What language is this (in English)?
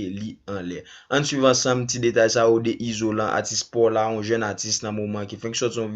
Haitian Creole